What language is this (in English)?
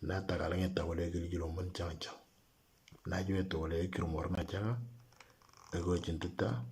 Moro